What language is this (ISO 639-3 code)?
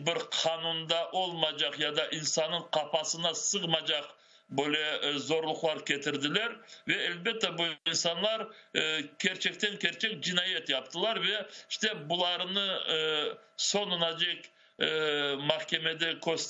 crh